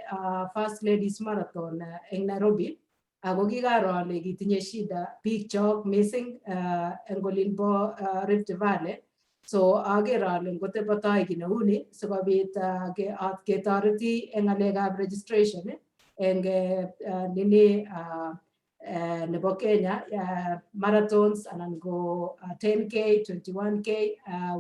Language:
Kalenjin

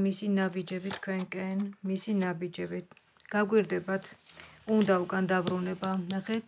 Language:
Georgian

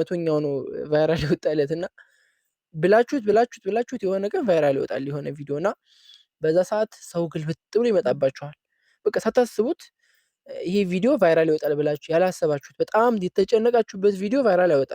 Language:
Amharic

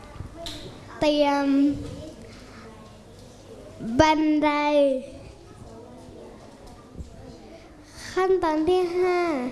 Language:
Thai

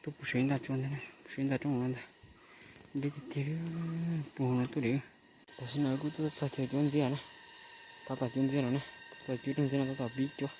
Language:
Hmong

